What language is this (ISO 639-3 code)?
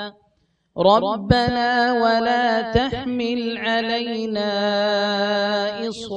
ara